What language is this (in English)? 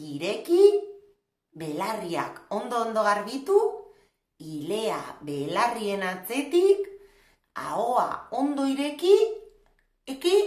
Basque